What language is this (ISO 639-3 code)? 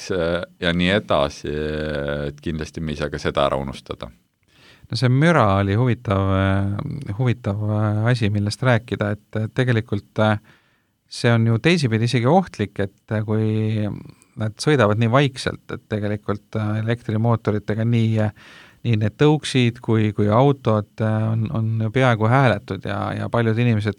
est